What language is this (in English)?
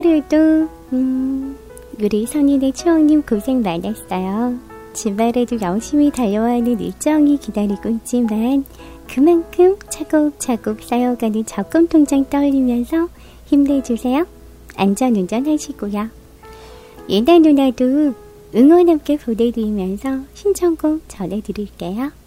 Korean